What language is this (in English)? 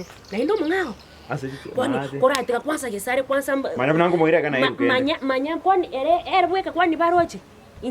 Gusii